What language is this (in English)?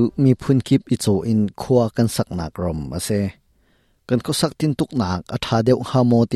Hakha Chin